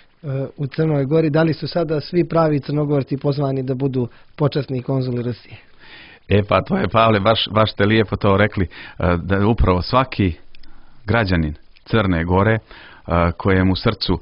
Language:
Serbian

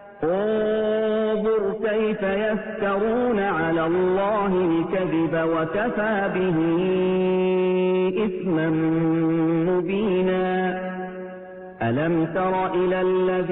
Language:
Arabic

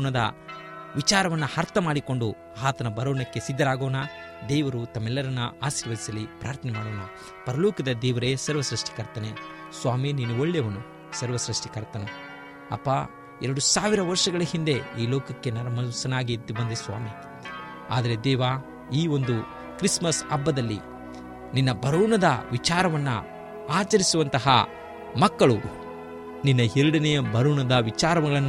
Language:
Kannada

